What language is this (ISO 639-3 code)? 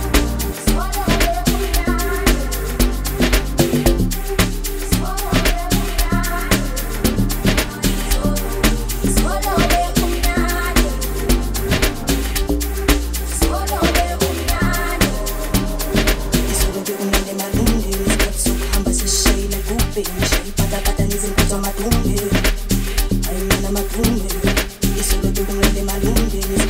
zul